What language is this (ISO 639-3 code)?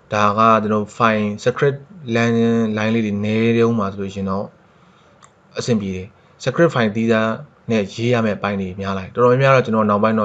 mya